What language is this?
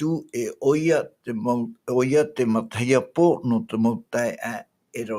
Tahitian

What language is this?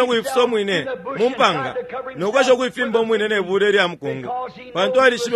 Bemba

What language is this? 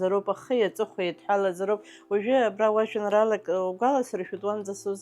Abkhazian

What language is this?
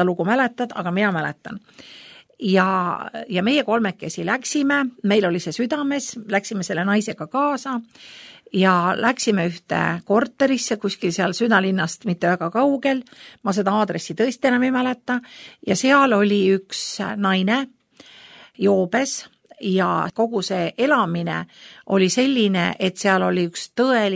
Estonian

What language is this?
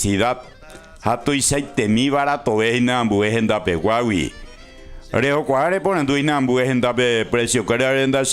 Guarani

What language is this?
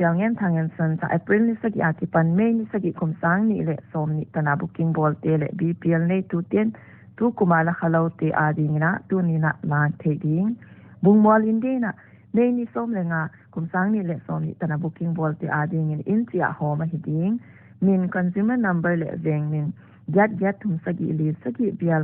Paite Chin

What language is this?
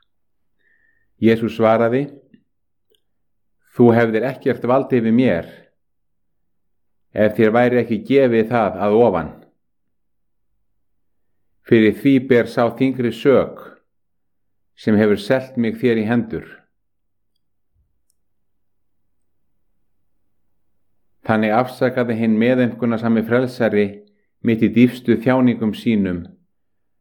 Icelandic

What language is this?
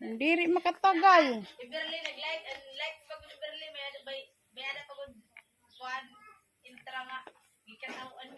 Waray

